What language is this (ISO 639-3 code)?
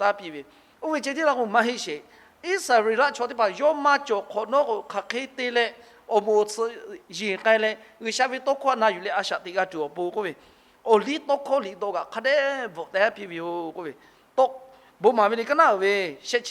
lhu